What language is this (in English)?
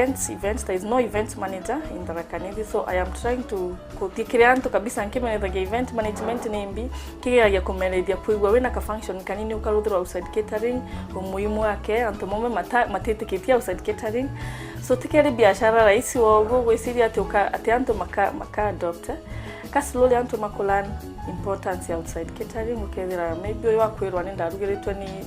Meru